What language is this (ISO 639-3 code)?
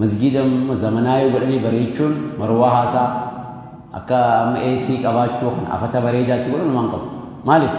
orm